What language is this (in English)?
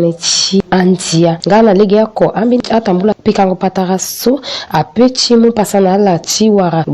Sango